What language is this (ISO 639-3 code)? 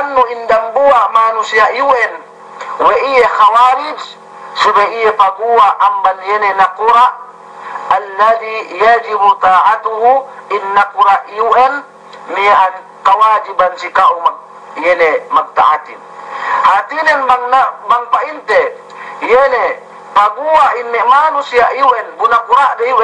yka